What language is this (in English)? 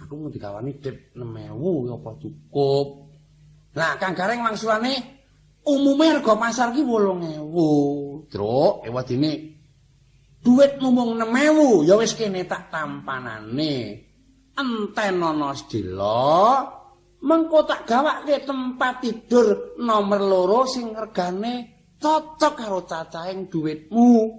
Javanese